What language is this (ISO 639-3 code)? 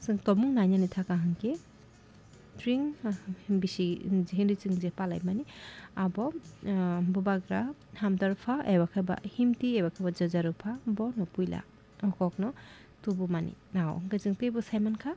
trp